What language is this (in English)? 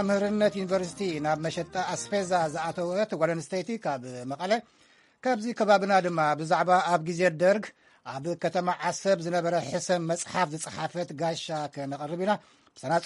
Tigrinya